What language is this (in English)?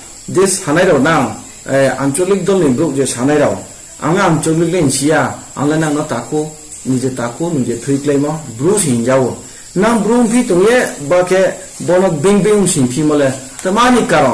Riang (India)